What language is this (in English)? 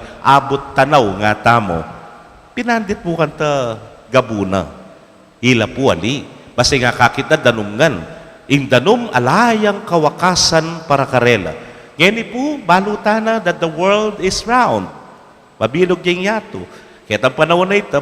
Pampanga